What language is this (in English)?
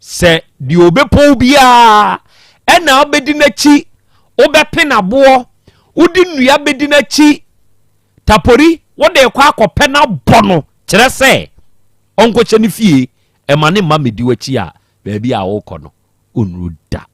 Akan